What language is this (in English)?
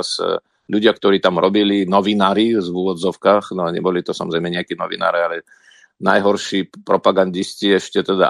Slovak